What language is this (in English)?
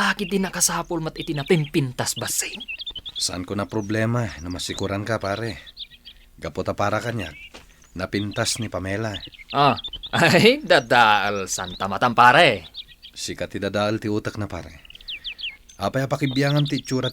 Iloko